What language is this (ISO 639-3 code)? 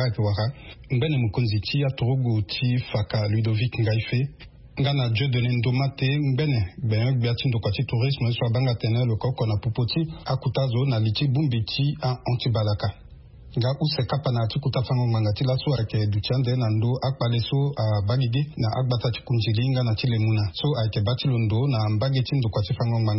sag